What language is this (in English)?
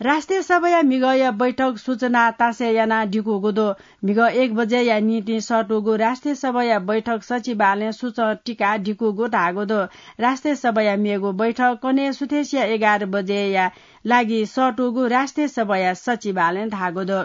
Newari